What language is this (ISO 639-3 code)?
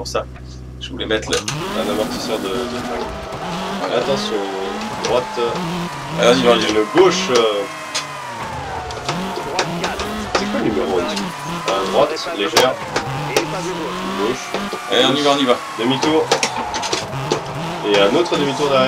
fra